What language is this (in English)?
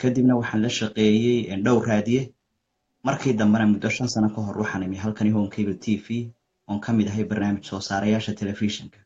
Somali